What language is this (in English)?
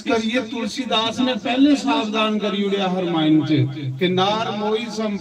Dogri